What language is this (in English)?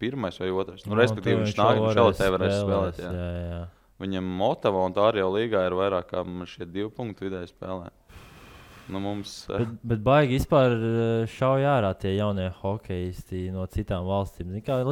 Latvian